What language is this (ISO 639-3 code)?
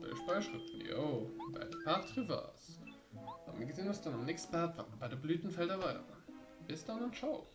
ltz